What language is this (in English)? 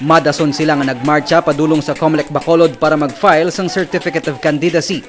Hiligaynon